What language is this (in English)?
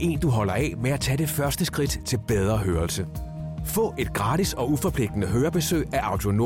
Danish